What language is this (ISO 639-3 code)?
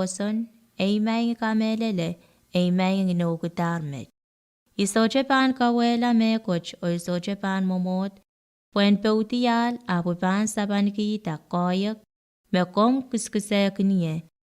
pon